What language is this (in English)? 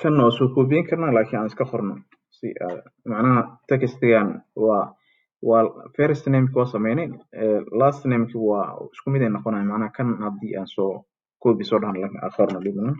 Somali